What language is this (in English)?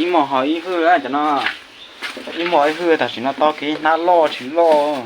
Hmong